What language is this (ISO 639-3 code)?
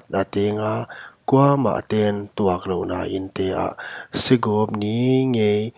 pck